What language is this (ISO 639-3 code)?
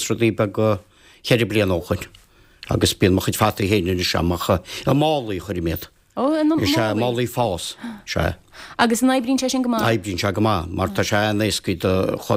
gle